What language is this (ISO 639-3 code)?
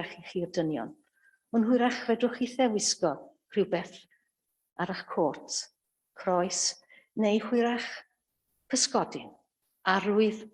cym